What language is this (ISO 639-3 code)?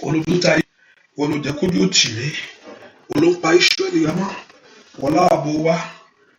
yor